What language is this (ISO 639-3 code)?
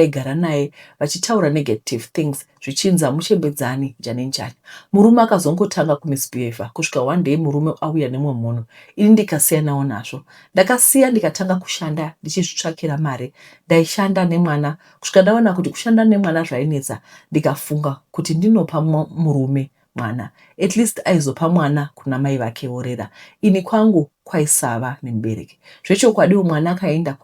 sna